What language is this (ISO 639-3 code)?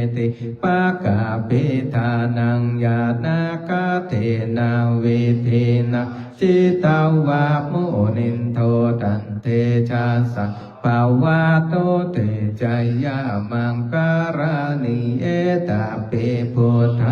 pli